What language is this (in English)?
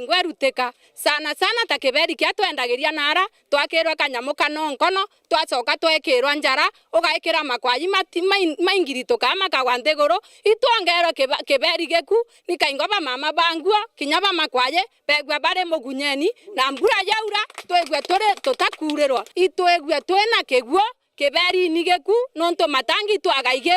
Meru